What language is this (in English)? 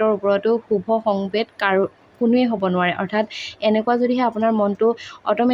Assamese